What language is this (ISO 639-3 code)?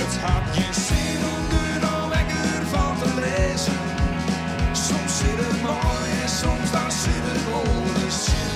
fry